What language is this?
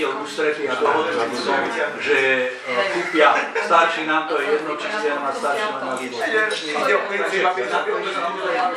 Slovak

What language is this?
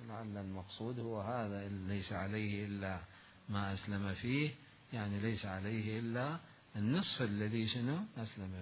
Mesopotamian Arabic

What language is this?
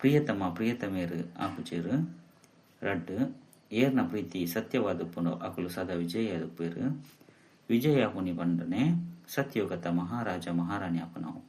Tulu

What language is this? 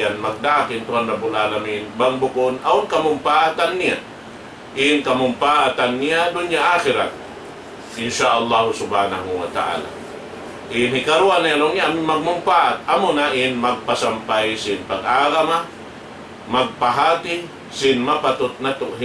Tausug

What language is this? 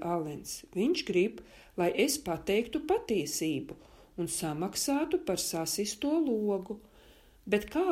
Latvian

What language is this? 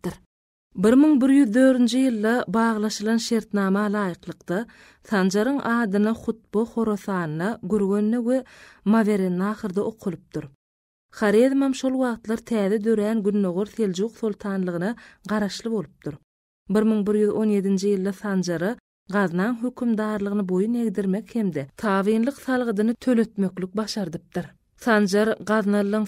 Turkmen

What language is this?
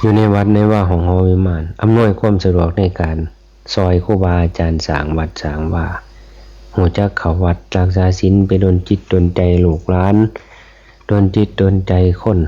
Northeastern Thai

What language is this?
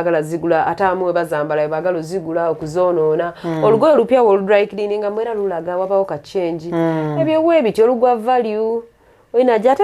Ganda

